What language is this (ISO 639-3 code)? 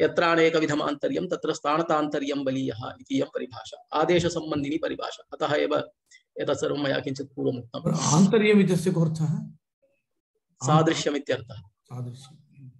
san